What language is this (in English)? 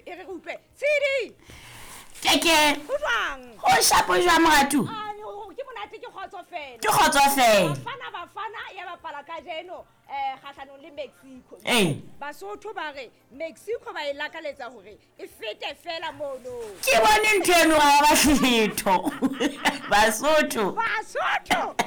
Southern Sotho